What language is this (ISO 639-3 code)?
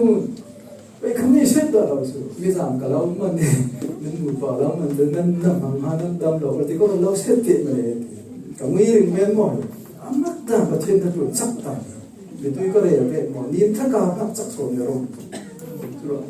cfm